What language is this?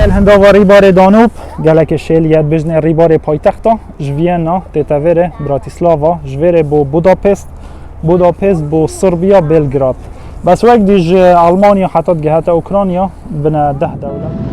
Kurdish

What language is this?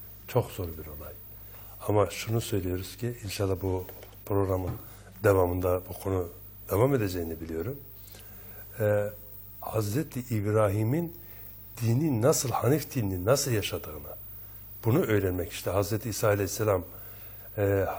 Turkish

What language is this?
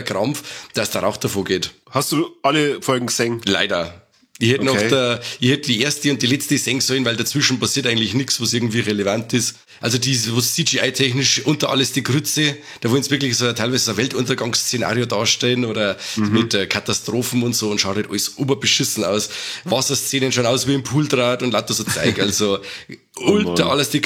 Bavarian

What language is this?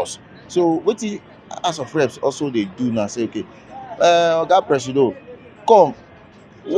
Nigerian Pidgin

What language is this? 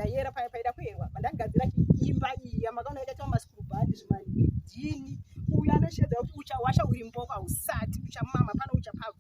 Shona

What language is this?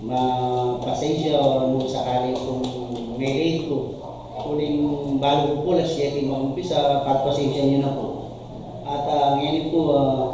Pampanga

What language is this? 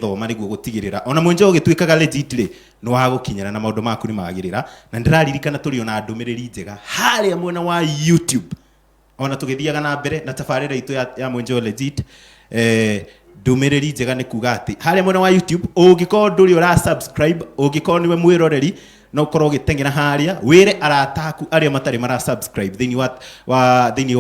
Kikuyu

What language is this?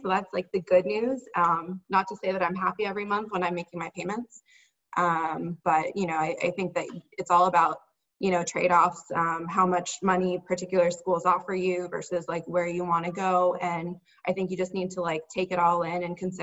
English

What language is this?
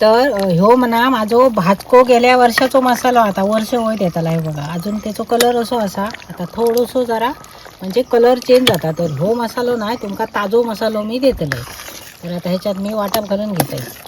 Konkani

